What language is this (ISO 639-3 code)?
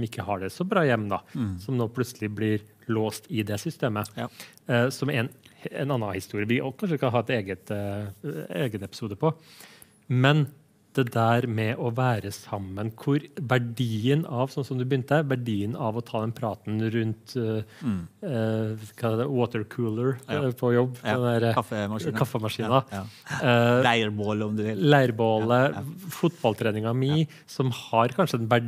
nor